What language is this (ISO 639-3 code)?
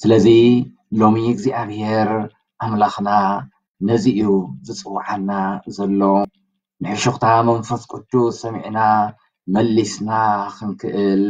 tir